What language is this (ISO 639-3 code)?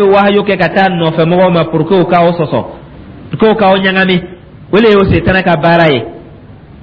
dyu